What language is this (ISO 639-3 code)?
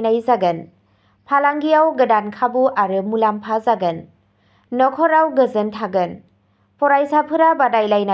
brx